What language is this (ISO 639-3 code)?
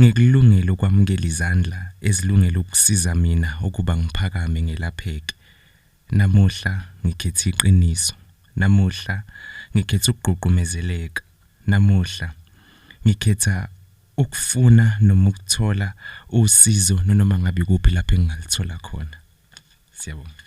zul